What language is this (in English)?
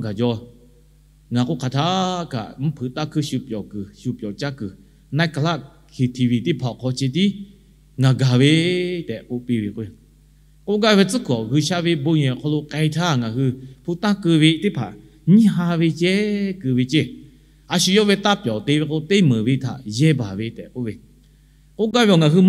Lahu